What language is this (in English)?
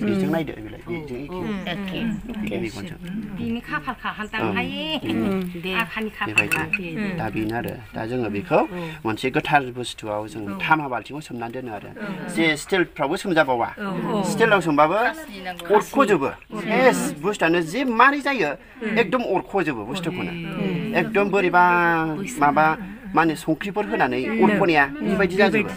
Bodo